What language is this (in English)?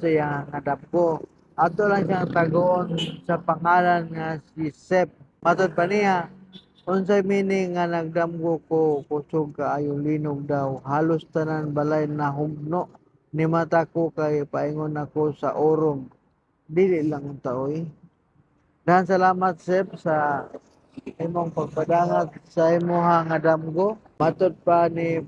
Cebuano